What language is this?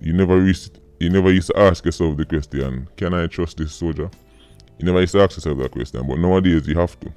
Jamaican Creole English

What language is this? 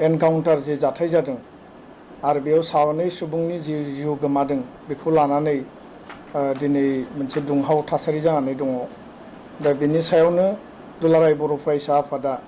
Bodo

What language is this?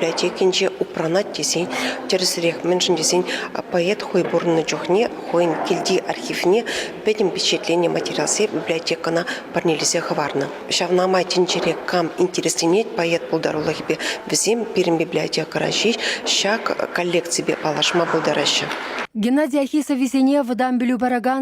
Chuvash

